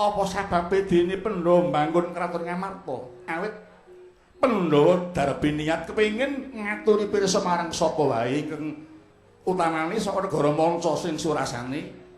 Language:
Javanese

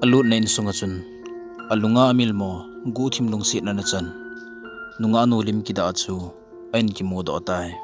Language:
Thado Chin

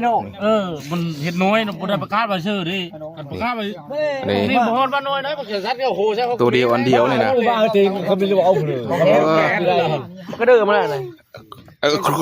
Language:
Northeastern Thai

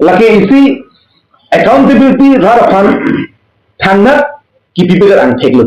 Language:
Karbi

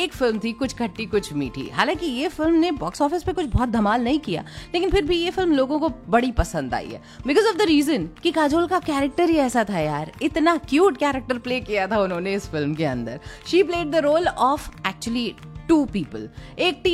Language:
Hindi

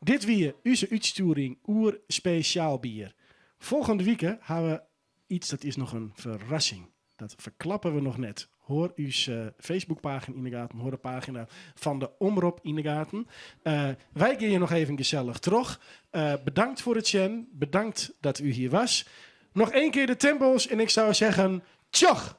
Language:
Western Frisian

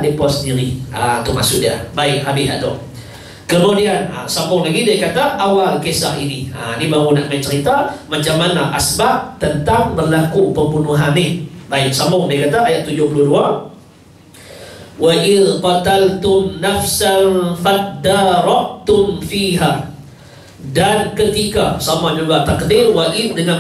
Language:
Malay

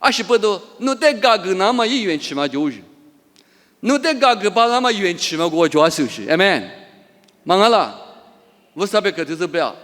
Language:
Lisu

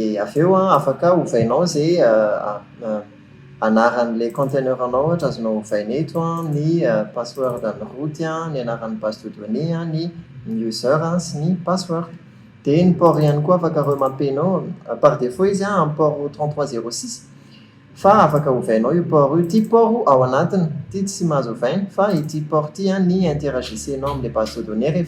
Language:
Malagasy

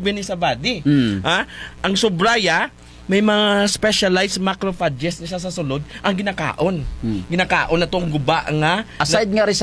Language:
Kinaray-a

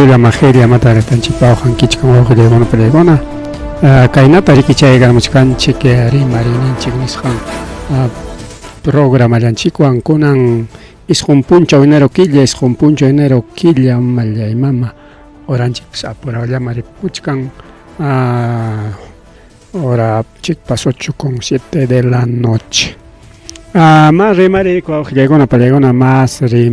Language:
Ayacucho Quechua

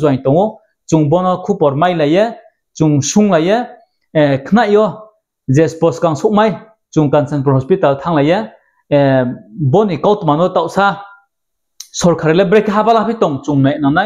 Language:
Riang (India)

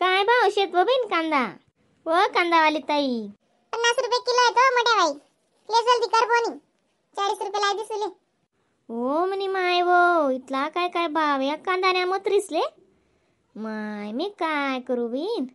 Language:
Khandesi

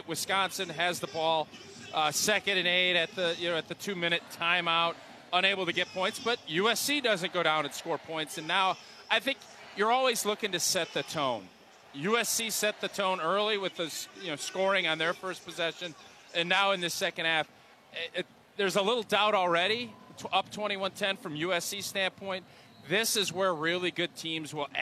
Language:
English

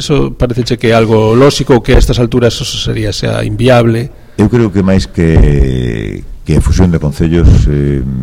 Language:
Galician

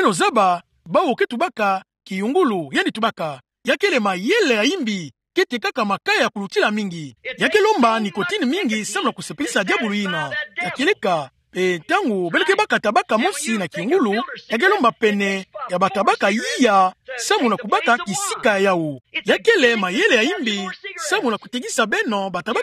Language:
Kituba (Democratic Republic of Congo)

